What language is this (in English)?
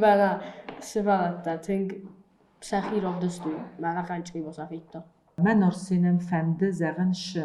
Ossetic